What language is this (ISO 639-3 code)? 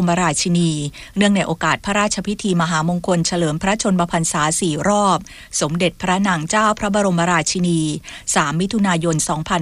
tha